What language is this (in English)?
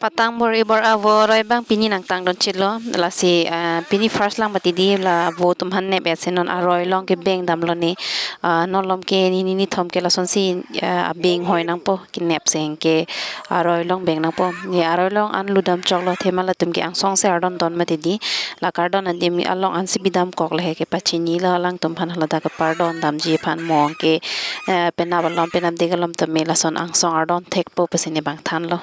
Karbi